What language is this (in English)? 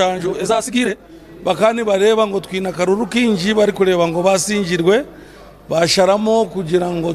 Nyankole